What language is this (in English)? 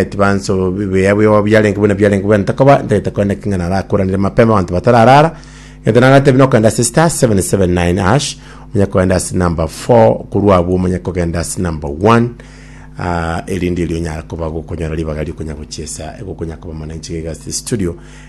Gusii